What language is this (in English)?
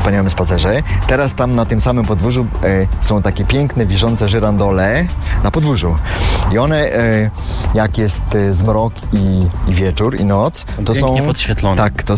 Polish